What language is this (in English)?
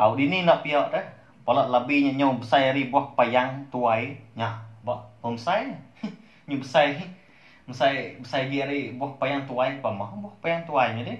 Iban